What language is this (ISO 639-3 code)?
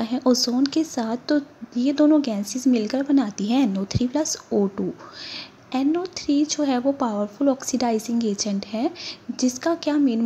hin